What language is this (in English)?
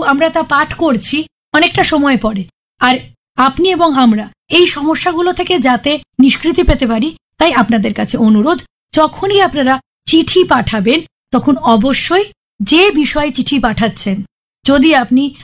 Bangla